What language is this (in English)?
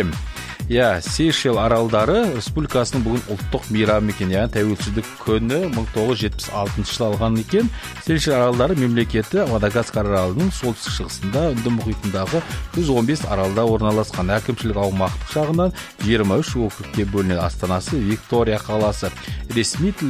Kazakh